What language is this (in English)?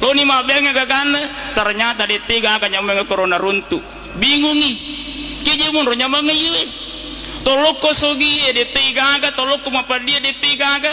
Buginese